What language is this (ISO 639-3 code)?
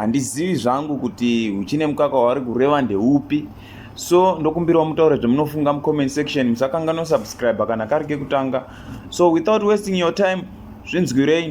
sna